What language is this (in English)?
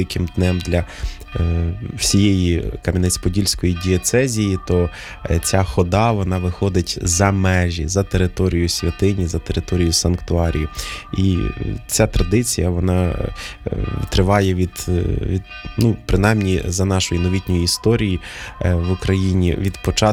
Ukrainian